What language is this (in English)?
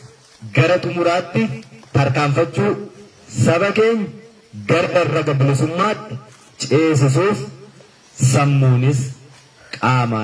Oromo